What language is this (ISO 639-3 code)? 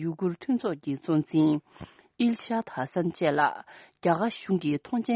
bod